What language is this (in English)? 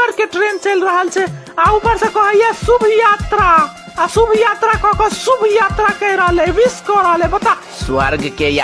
Maithili